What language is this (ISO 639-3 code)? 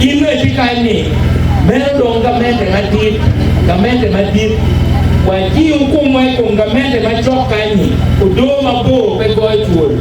ach